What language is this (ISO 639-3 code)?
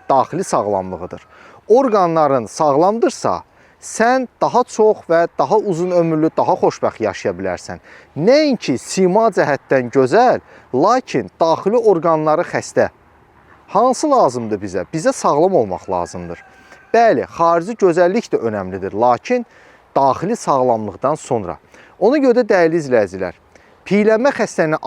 aze